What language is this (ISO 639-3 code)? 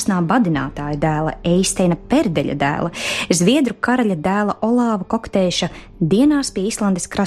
lav